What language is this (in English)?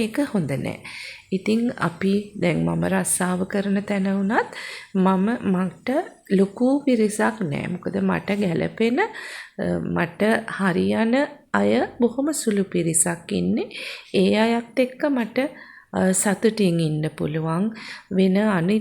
Sinhala